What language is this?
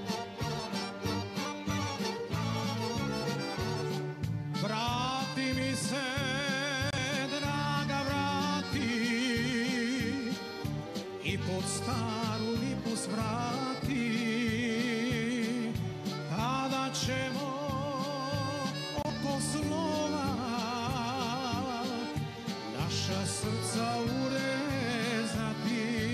Croatian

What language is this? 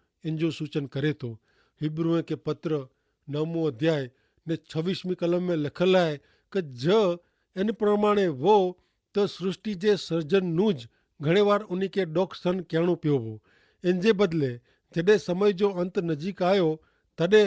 Kachhi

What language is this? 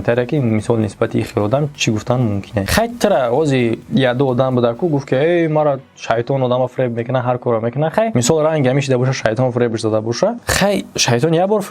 Tajik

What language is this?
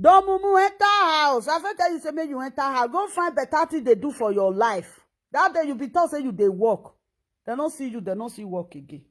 Nigerian Pidgin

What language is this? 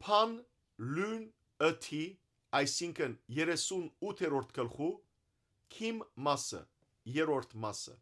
Western Armenian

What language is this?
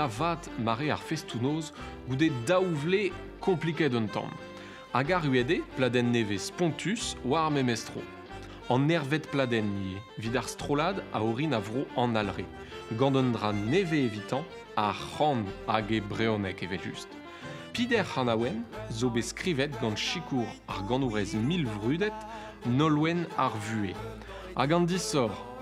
Breton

